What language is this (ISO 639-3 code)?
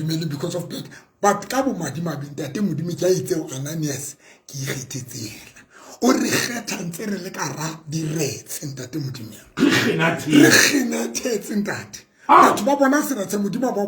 sot